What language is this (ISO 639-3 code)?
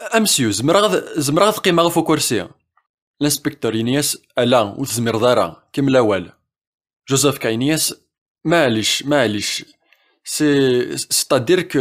kab